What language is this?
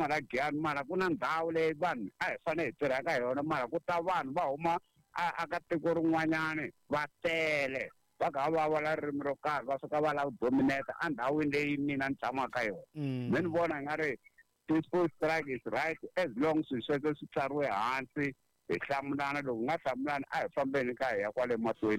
Tsonga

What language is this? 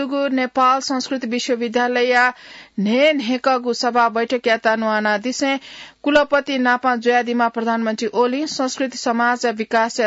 Newari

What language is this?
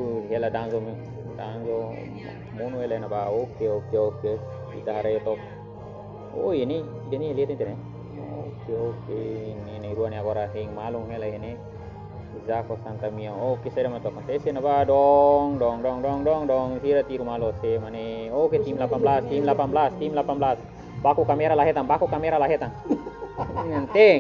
Tetum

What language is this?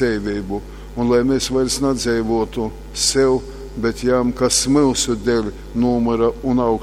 Latgalian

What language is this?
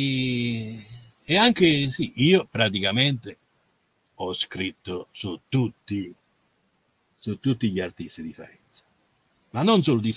Italian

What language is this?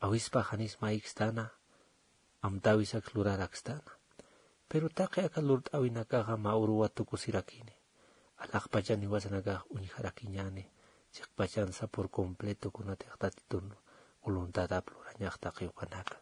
Aymara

